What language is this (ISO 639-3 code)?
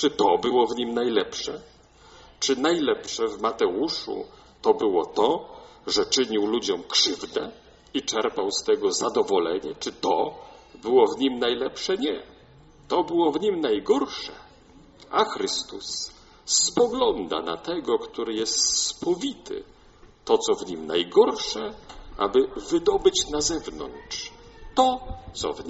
pol